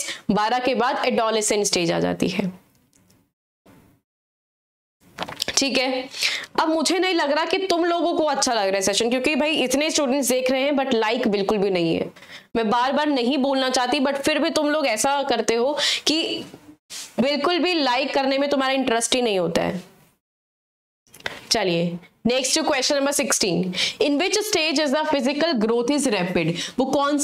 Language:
Hindi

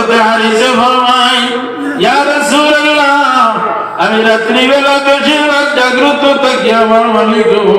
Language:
Sylheti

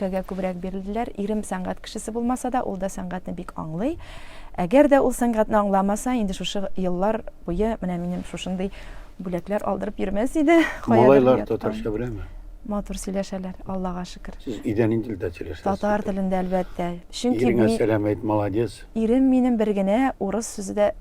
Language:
Tatar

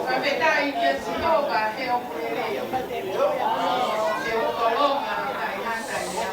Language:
Tongan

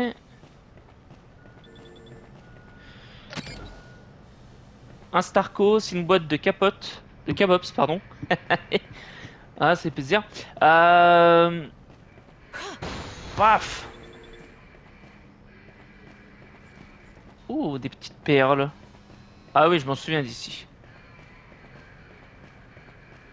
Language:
French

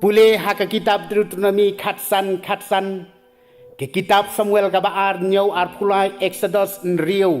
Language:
Khasi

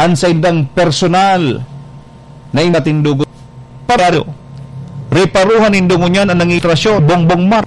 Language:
Bikol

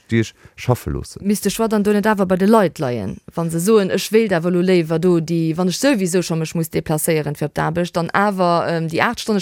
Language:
Luxembourgish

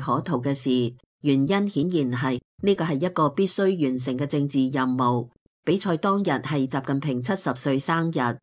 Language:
Cantonese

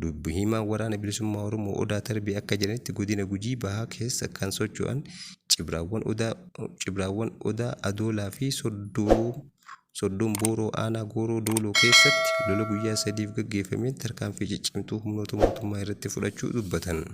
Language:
Oromo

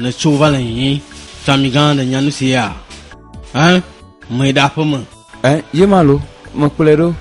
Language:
Ewe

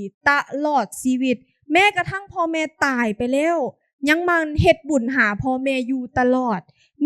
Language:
Lao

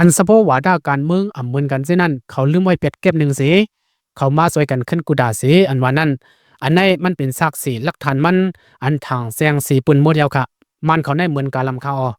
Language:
Shan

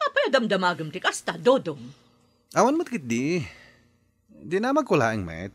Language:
Iloko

